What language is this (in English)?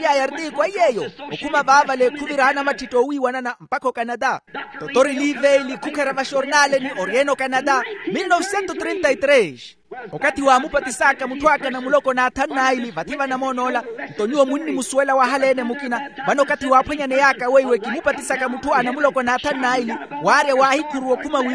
Makhuwa